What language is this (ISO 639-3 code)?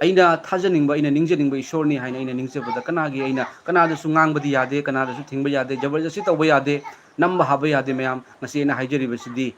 mni